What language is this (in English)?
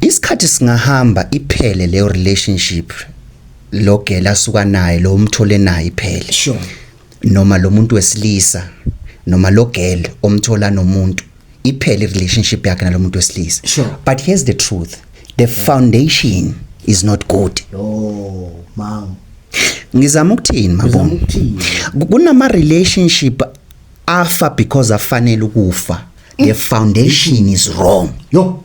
Zulu